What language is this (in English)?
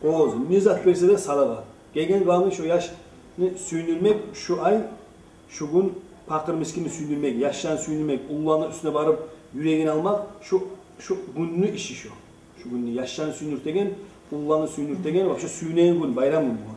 Kumyk